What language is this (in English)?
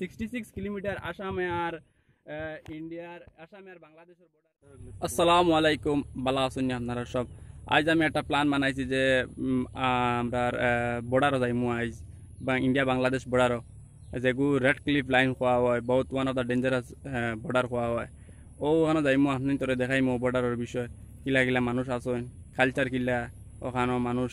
Sylheti